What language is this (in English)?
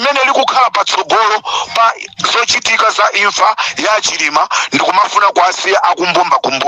Nyanja